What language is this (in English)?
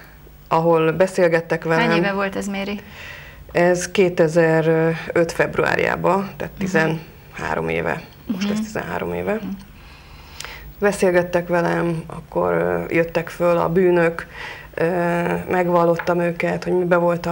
Hungarian